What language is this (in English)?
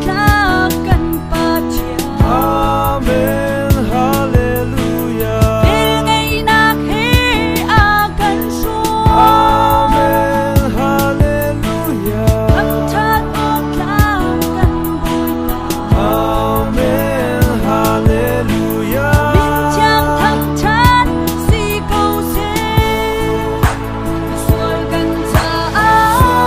Hakha Chin